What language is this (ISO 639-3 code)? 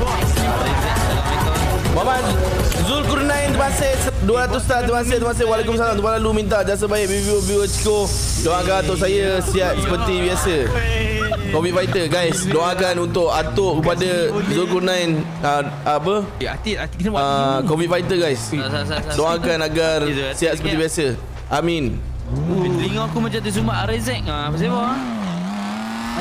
msa